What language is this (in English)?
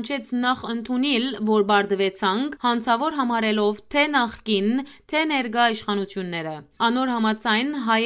Western Armenian